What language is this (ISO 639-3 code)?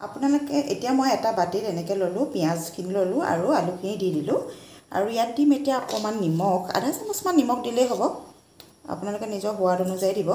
asm